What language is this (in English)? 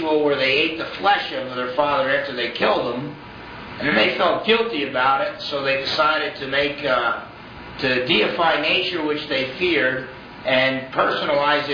English